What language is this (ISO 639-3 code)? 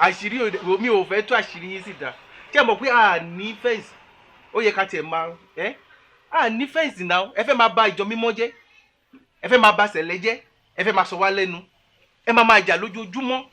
yor